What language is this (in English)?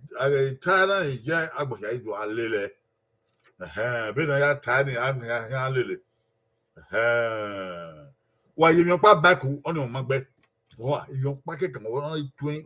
Bini